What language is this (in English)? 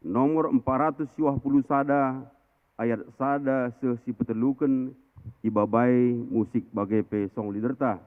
Batak Karo